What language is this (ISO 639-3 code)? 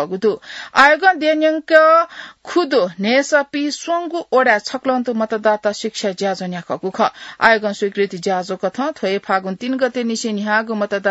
new